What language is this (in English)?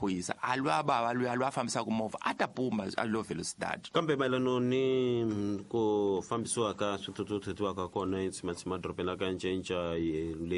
Tsonga